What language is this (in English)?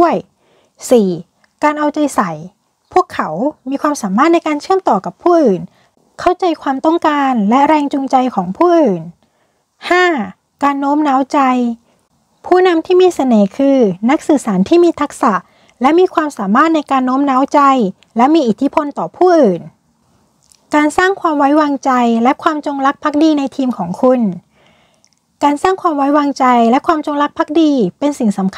Thai